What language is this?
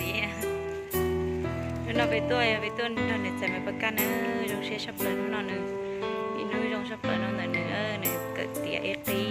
Hmong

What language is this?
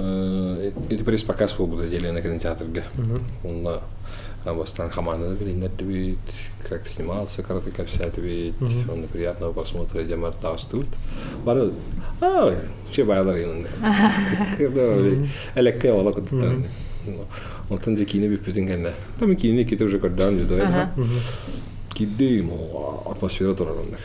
Yakut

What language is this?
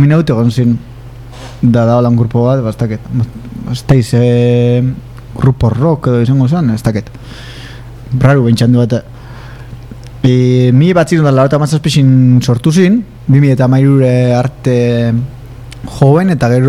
Basque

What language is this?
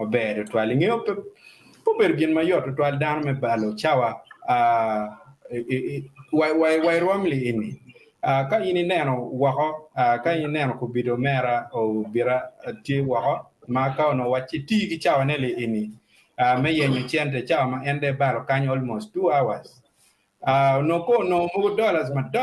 Acoli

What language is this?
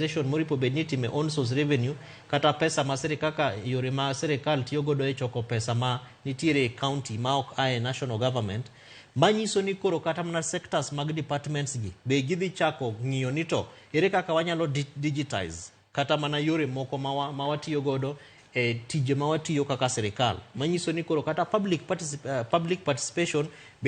Luo (Kenya and Tanzania)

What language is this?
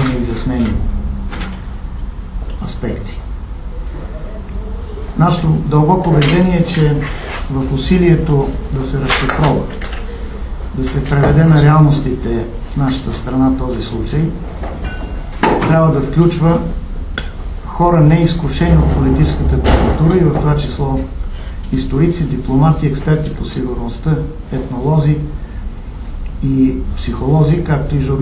Bulgarian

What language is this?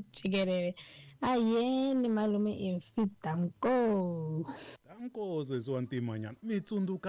Tsonga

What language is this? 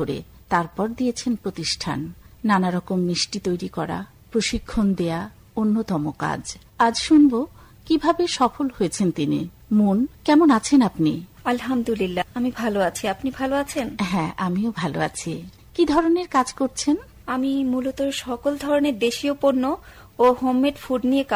Bangla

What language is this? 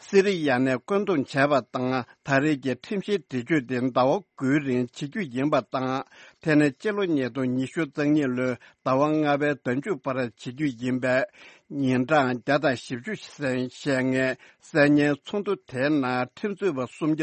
Tibetan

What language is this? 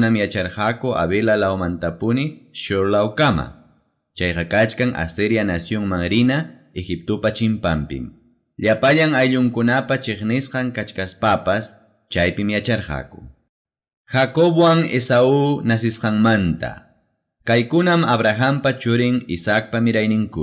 Ayacucho Quechua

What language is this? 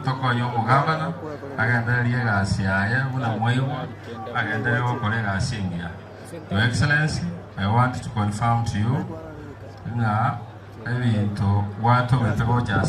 Gusii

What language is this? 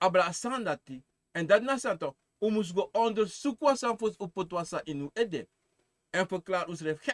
Sranan Tongo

